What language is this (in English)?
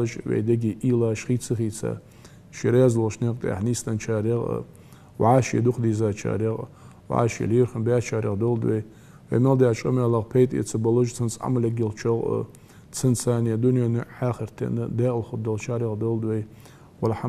Ingush